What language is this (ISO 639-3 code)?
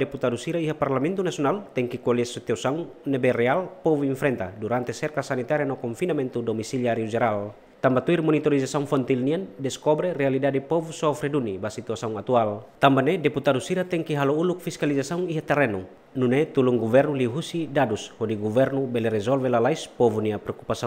tet